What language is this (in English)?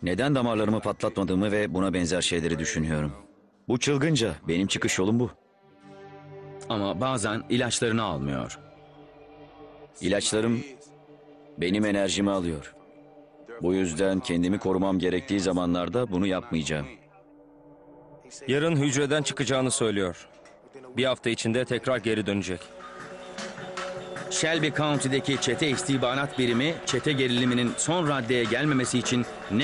Turkish